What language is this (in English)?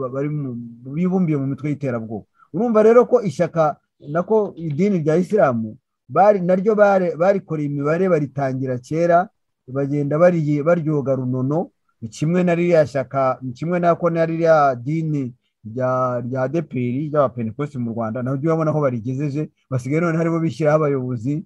Kinyarwanda